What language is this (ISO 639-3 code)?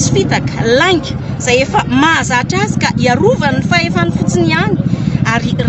mlg